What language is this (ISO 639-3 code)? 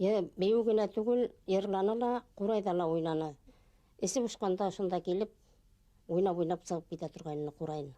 bak